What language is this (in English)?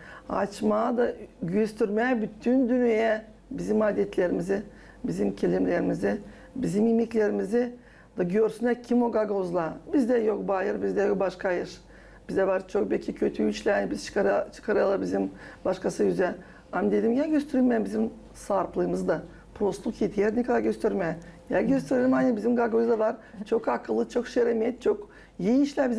Gagauz